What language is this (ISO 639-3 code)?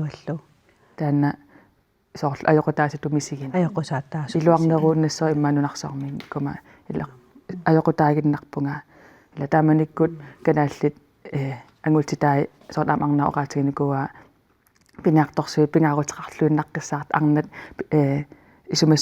kal